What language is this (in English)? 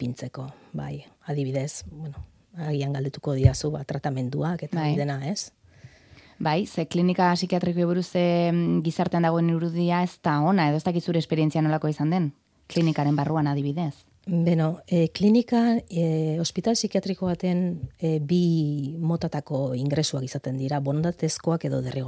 Basque